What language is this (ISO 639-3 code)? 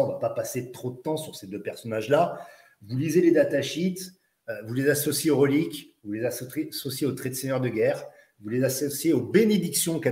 fra